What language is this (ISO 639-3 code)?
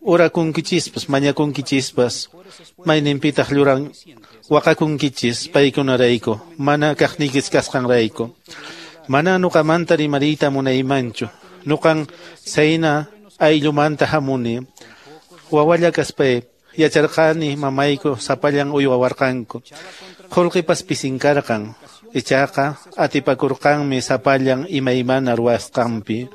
que